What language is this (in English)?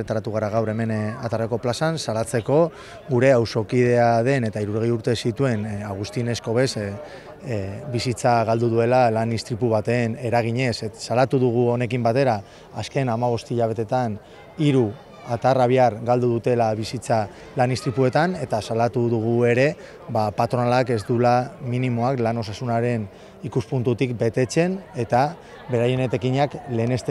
Basque